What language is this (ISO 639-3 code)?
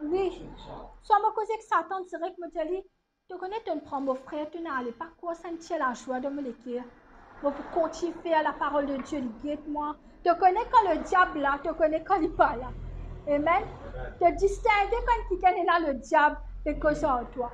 mfe